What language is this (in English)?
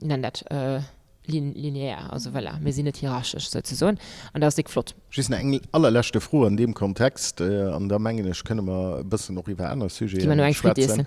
Luxembourgish